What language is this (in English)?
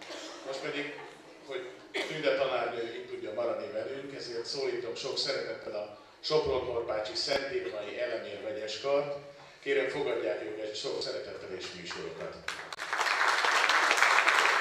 Hungarian